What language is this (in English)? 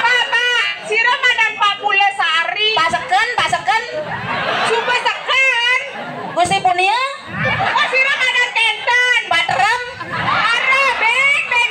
Balinese